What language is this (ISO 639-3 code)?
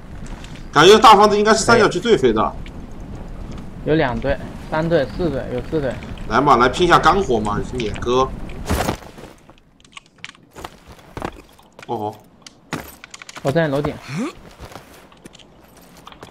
zho